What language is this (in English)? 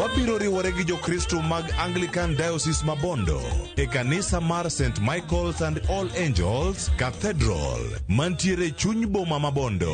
Luo (Kenya and Tanzania)